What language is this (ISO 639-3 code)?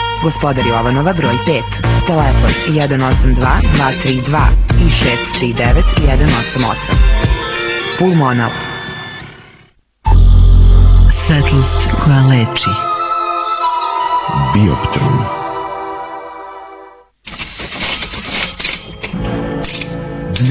srp